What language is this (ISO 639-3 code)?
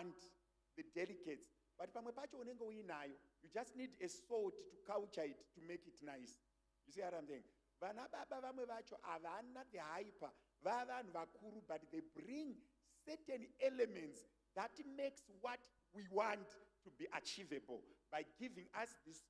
sna